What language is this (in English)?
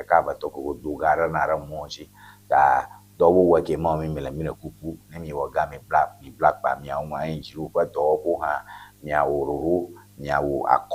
Ewe